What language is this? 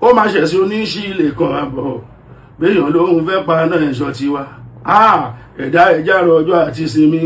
Yoruba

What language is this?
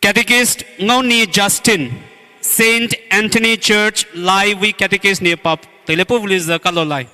Poumei Naga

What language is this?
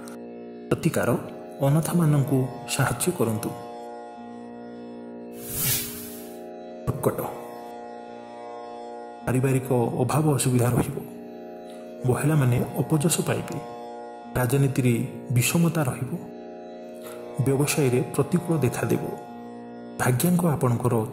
Odia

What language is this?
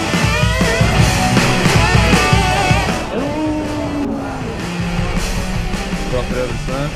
Norwegian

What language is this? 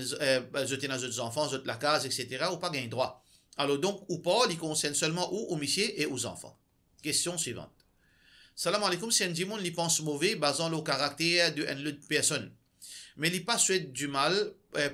Morisyen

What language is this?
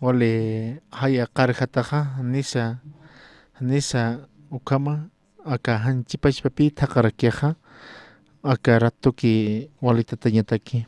Aymara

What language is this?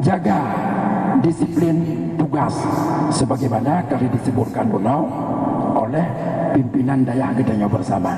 Achinese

